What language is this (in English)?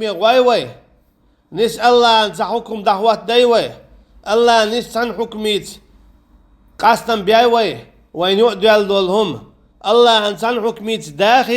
Chechen